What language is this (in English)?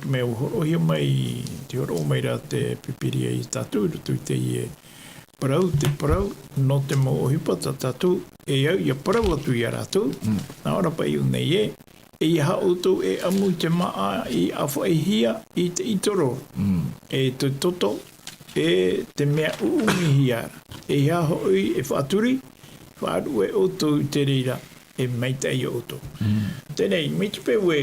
Tahitian